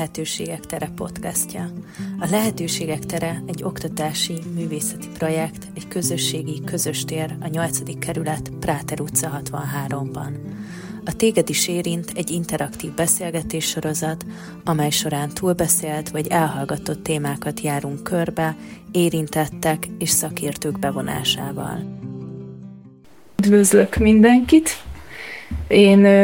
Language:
Hungarian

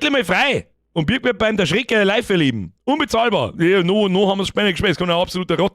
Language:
Bavarian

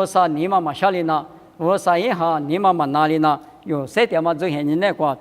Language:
Lisu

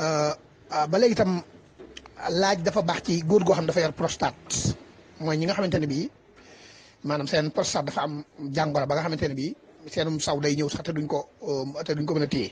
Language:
Wolof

